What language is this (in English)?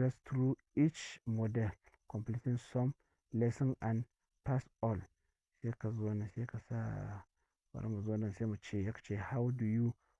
Hausa